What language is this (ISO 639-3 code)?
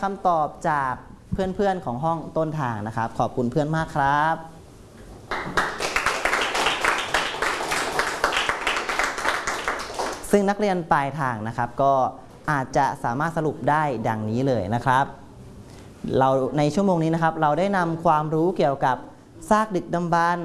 tha